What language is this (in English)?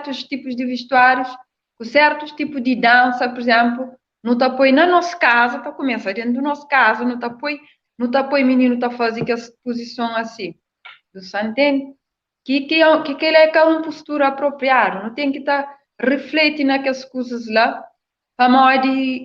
Kabuverdianu